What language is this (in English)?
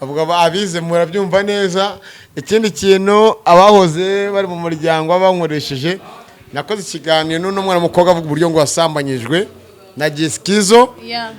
Kinyarwanda